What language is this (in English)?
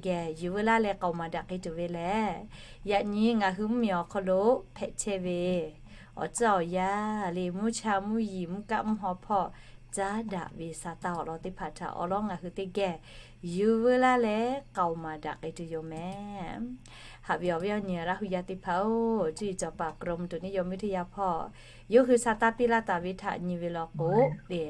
Lahu